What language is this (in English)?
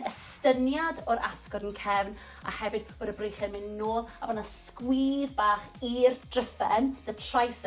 Welsh